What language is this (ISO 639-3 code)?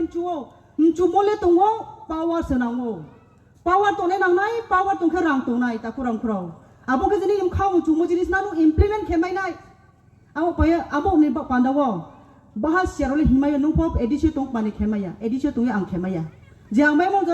ria